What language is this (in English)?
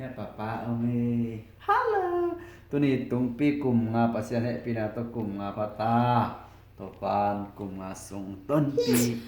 Tedim Chin